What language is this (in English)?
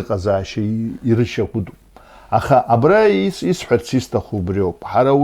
Abkhazian